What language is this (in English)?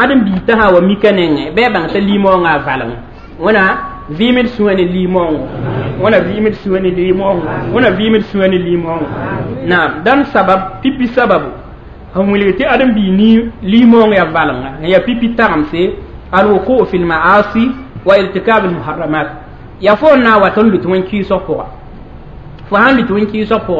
Mossi